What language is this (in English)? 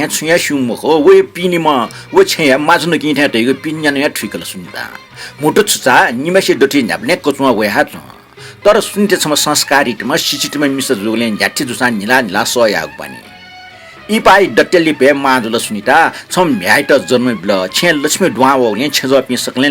Newari